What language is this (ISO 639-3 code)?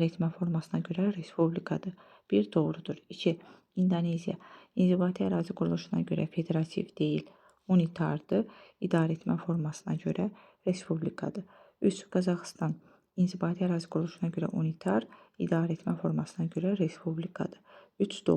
aze